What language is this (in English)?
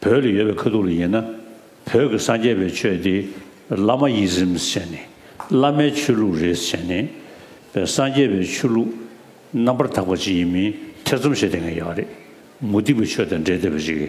Tibetan